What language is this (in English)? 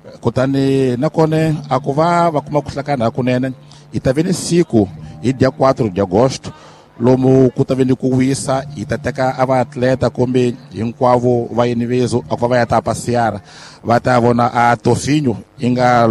Tsonga